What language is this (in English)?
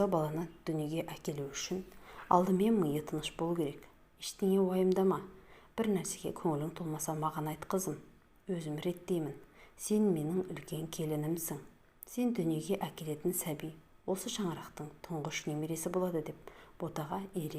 Kazakh